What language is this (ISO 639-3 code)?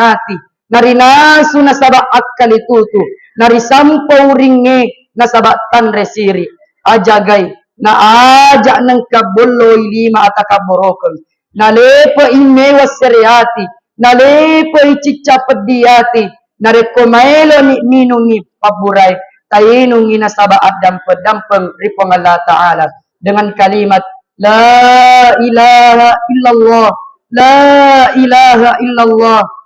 bug